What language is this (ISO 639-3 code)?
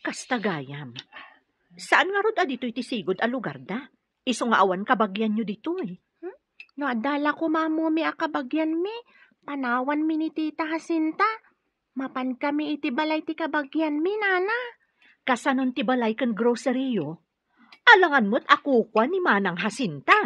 ilo